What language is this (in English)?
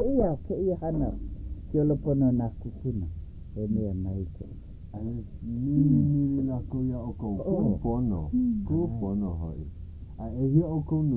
Hawaiian